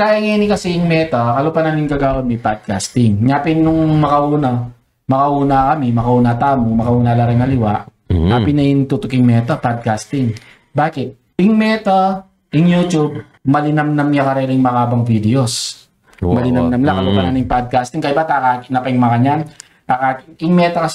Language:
Pampanga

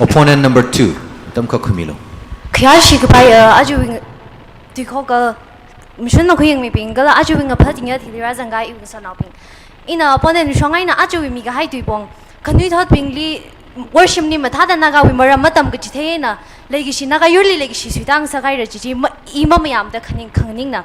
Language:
Tangkhul Naga (India)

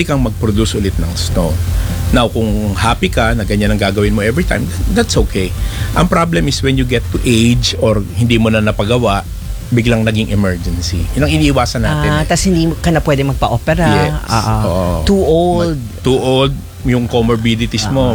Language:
Filipino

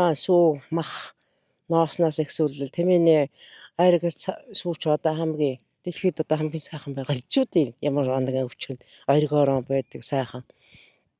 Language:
Mongolian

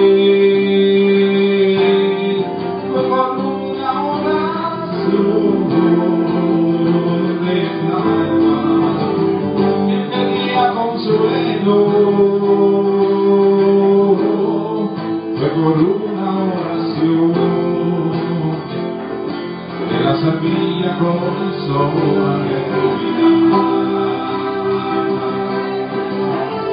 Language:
Spanish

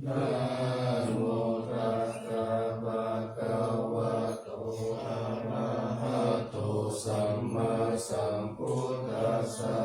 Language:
Pali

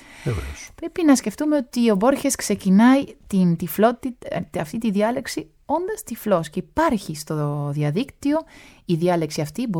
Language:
Greek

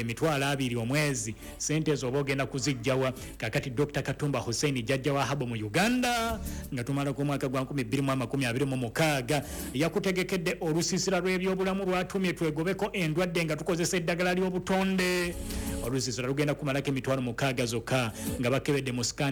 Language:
Ganda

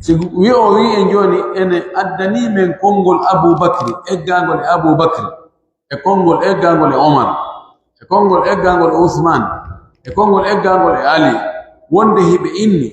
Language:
Pular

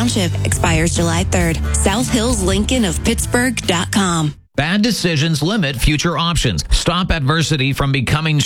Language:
English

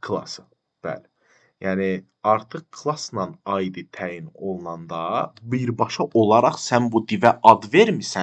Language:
Azerbaijani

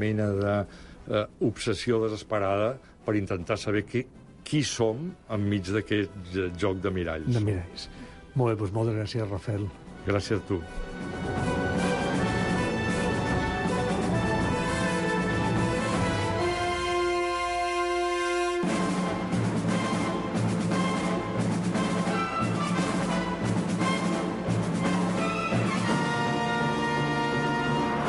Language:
Catalan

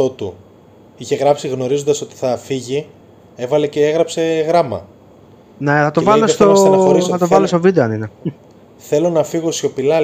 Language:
Greek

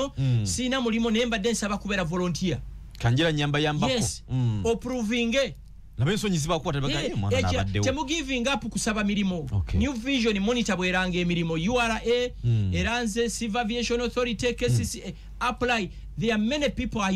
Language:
Ganda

